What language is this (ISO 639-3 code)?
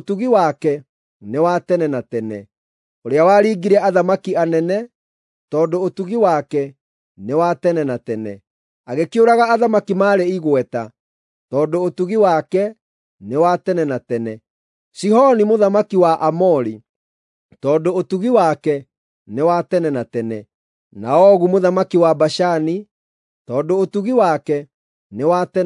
kik